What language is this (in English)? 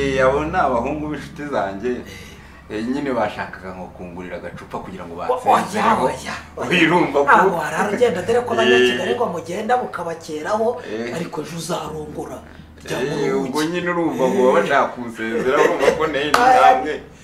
Kinyarwanda